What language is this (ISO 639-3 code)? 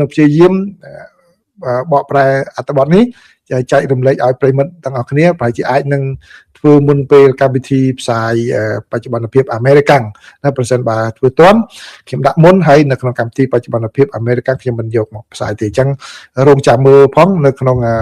khm